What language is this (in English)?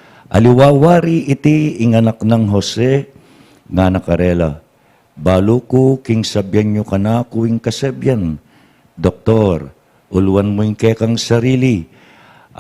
Pampanga